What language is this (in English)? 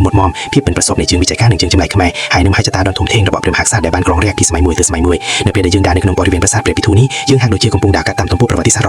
Khmer